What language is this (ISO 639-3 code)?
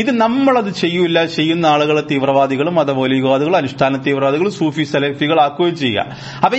mal